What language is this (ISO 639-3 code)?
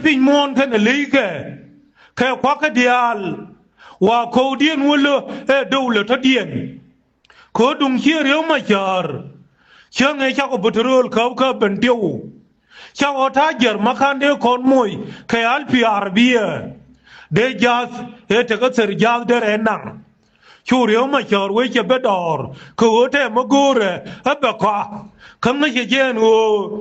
nus